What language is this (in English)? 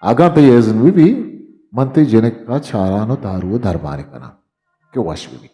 Eastern Balochi